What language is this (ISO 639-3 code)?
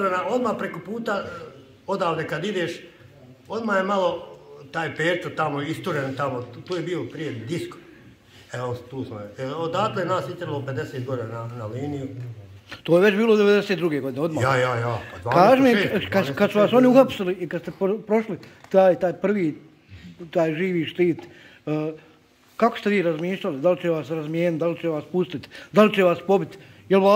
bos